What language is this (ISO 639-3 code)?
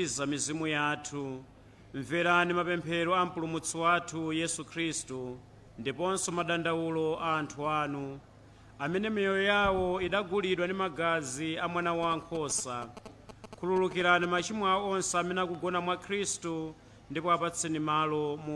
nya